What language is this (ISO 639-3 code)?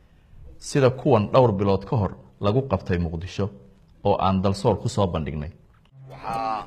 som